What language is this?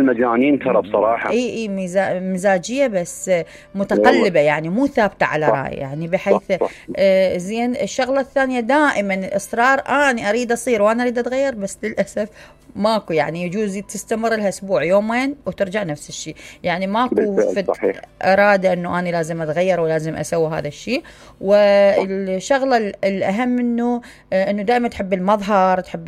Mesopotamian Arabic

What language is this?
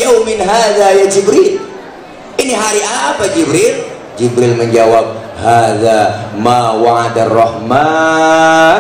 Betawi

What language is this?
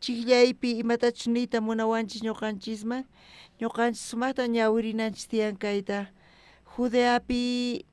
South Bolivian Quechua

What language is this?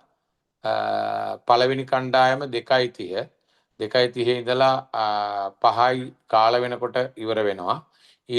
Sinhala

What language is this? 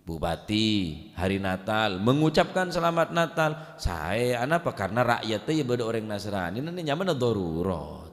Madurese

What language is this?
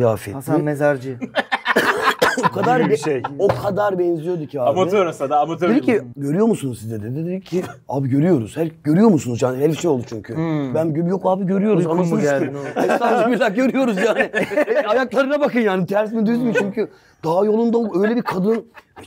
Turkish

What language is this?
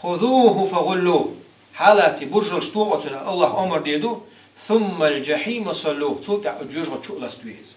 Chechen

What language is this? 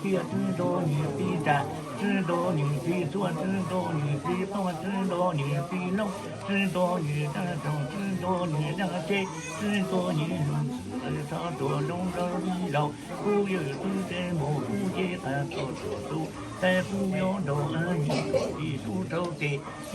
Hmong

